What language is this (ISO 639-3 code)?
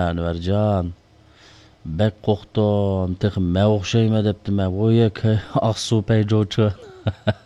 uig